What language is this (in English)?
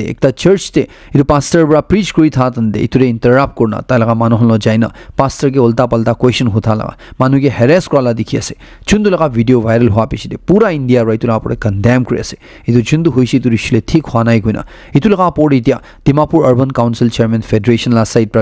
Naga Pidgin